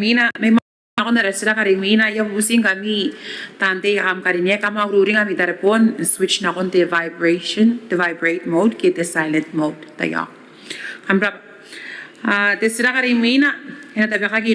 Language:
Gilbertese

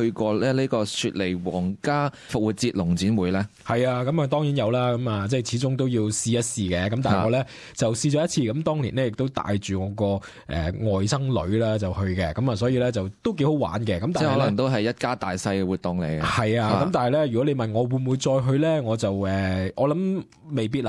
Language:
Cantonese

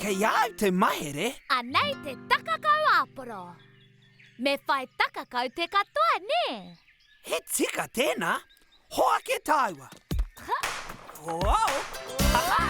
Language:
Māori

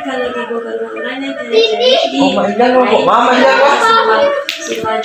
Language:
Minangkabau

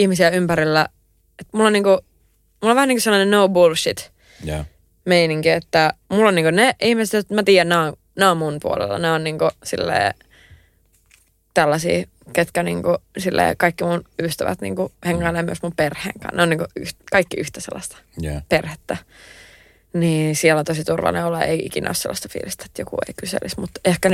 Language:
Finnish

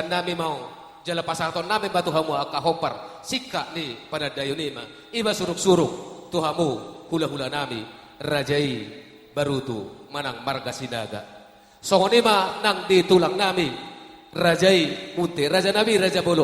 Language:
Batak Toba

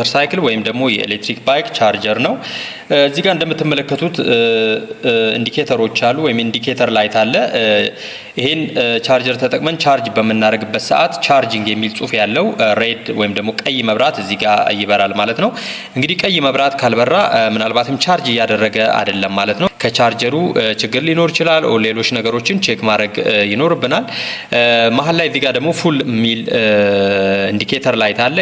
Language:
Amharic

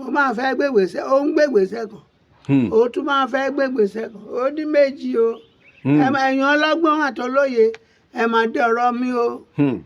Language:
Yoruba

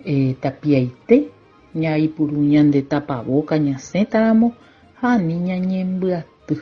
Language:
Guarani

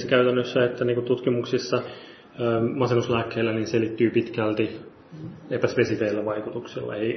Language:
Finnish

